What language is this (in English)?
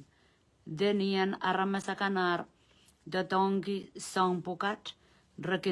Pohnpeian